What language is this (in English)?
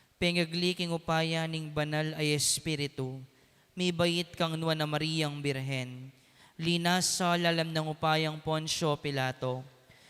Pampanga